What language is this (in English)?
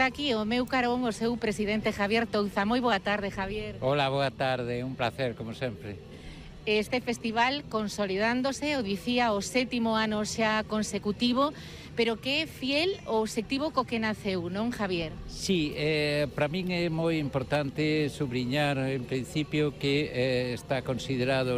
Galician